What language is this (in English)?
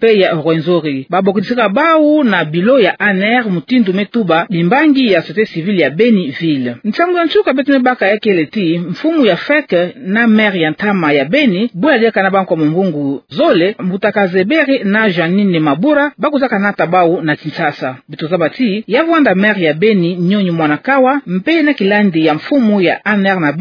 Kituba (Democratic Republic of Congo)